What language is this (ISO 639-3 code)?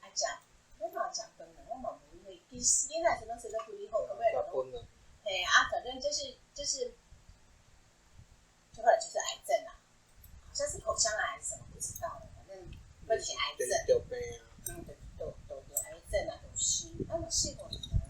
nan